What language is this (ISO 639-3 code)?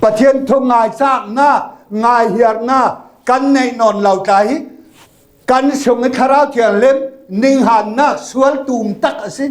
cfm